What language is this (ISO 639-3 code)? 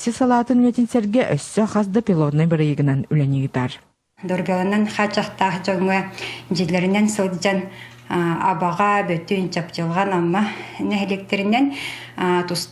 sah